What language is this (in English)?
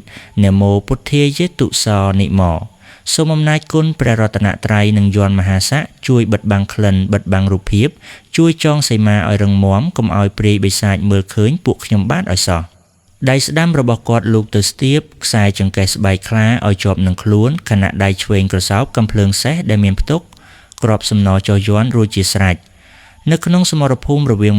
Khmer